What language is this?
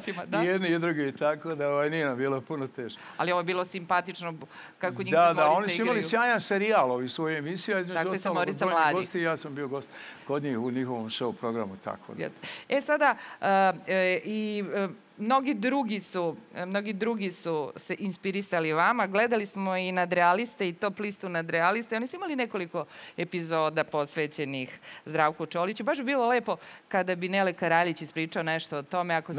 Serbian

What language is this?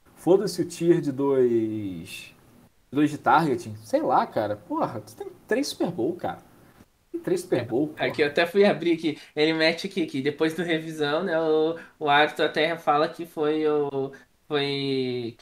Portuguese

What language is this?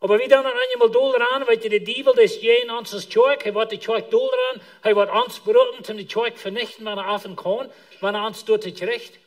Plautdietsch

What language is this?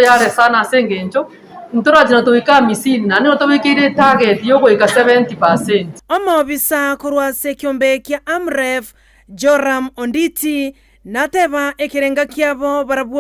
Gusii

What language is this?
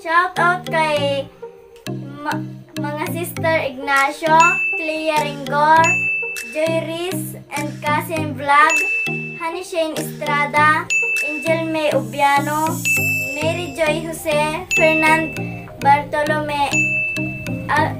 Iloko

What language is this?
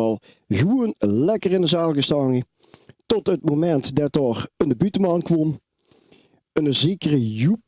Limburgish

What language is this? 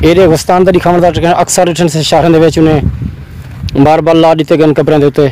Saraiki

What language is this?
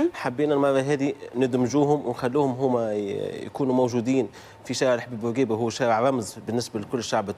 Tunisian Arabic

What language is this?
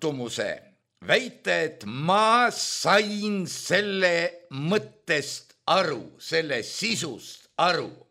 Estonian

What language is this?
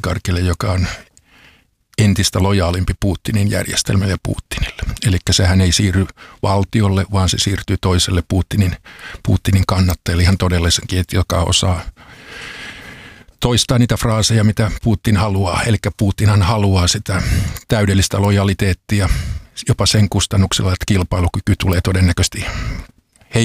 Finnish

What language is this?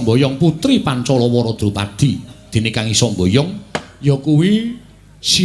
Javanese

